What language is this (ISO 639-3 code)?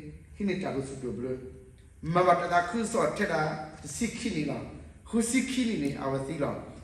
ksw